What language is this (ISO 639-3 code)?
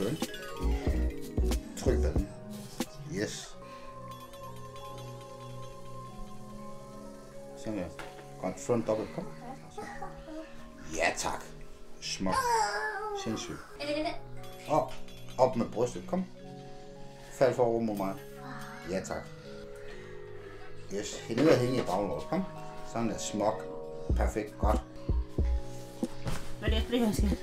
dan